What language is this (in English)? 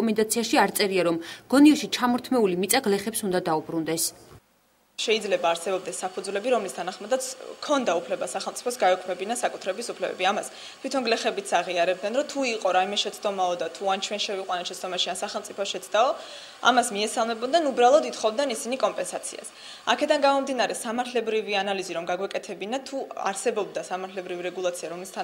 Georgian